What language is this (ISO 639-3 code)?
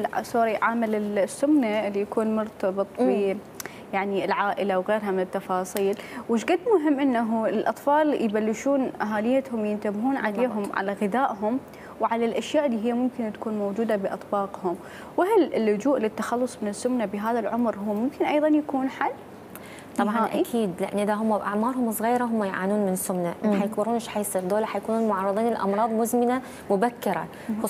acm